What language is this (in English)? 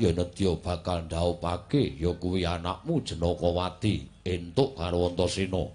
Javanese